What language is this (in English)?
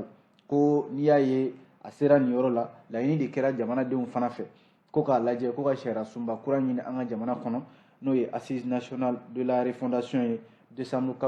Bambara